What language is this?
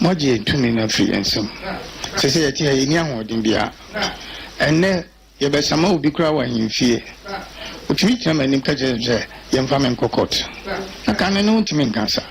Akan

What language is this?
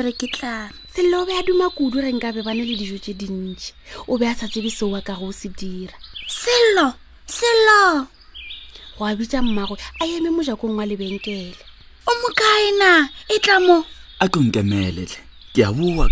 Northern Sotho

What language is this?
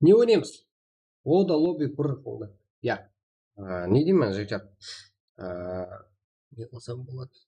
Kara-Kalpak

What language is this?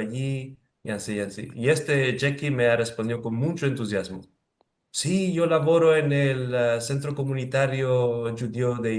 Ladino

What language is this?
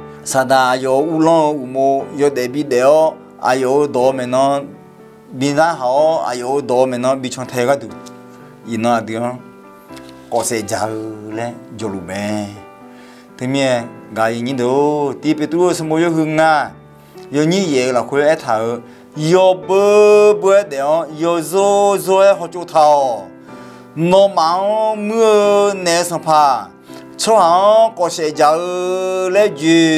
Akha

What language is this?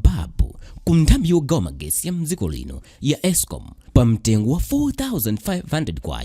Nyanja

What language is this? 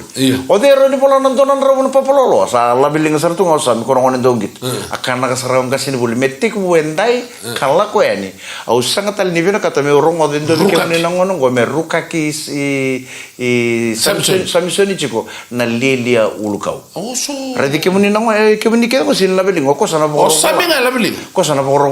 Fijian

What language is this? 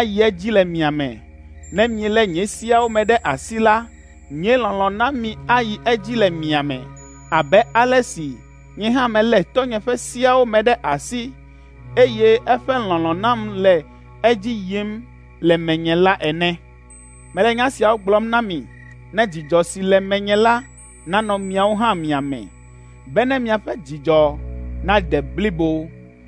Ewe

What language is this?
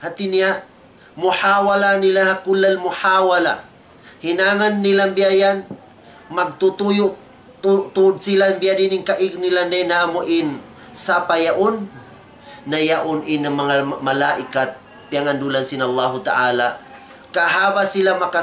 Tausug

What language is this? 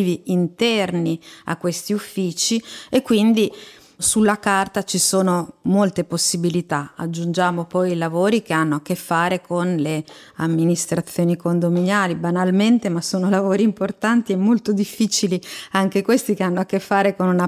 Italian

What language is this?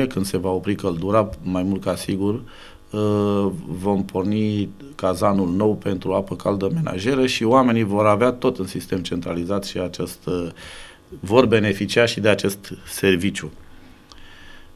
Romanian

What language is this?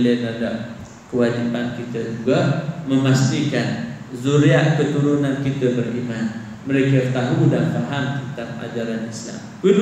Malay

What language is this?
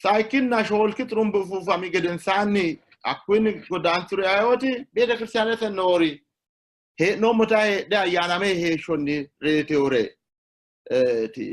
Sidamo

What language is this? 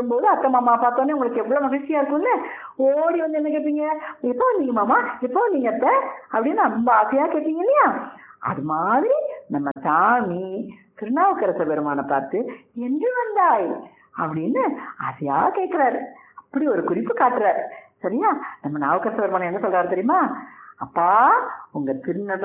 Tamil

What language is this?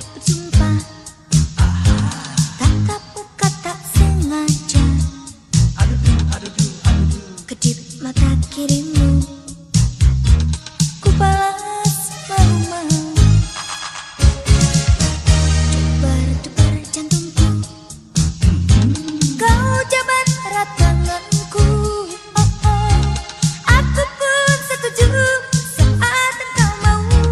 Indonesian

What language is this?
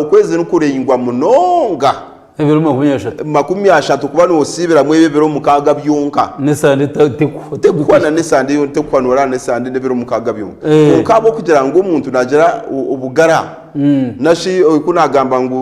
Nyankole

